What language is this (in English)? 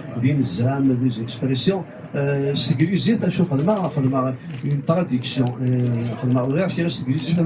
Kabyle